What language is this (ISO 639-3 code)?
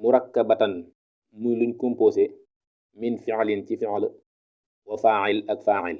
wol